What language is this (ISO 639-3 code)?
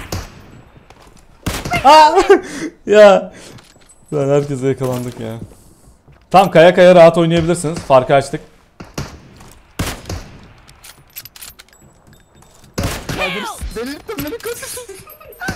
tur